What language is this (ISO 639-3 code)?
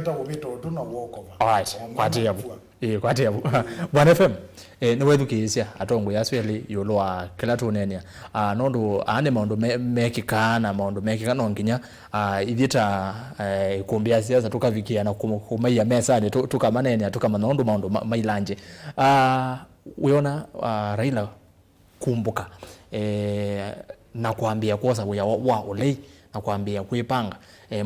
kam